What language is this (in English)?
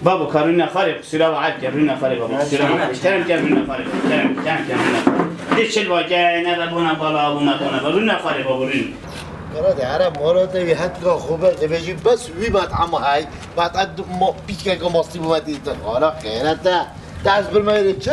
Kurdish